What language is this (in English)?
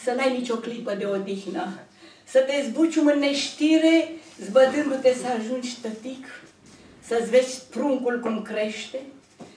Romanian